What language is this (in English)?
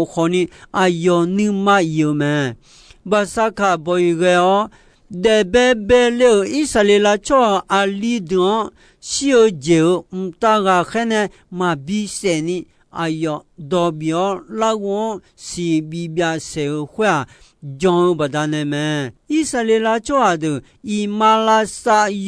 Akha